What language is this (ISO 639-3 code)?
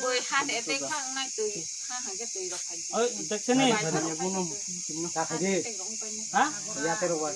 trp